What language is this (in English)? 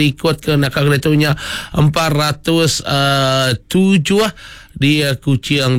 Iban